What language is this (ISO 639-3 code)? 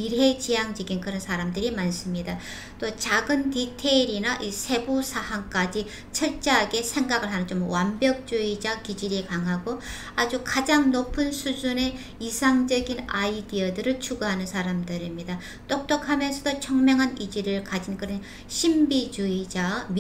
kor